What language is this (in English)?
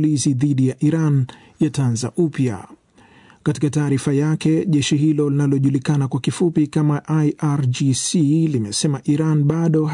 Swahili